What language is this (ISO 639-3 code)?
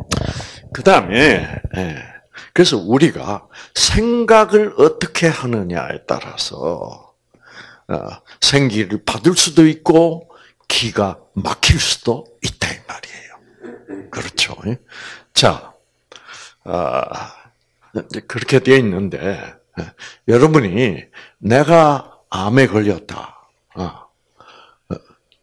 kor